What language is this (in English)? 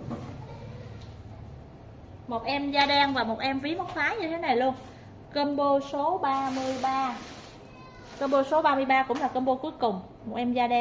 Vietnamese